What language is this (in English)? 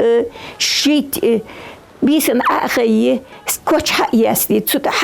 Ingush